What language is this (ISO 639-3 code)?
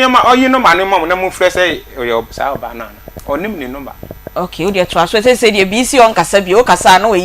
aka